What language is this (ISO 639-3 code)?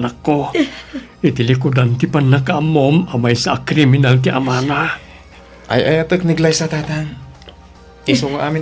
ilo